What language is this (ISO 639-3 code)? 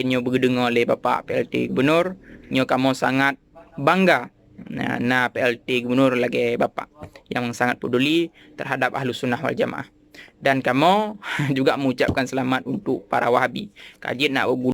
ace